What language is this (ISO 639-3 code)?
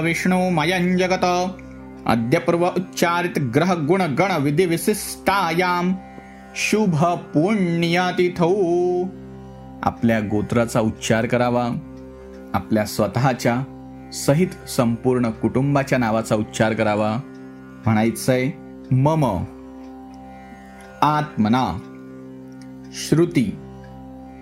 mar